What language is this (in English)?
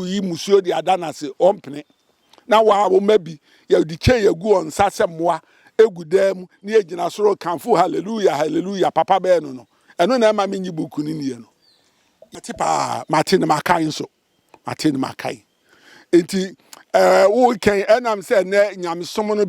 Akan